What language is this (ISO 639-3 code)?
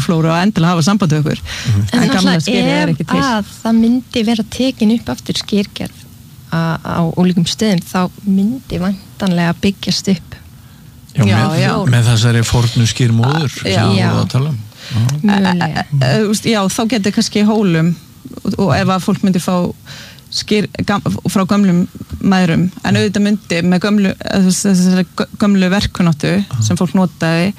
isl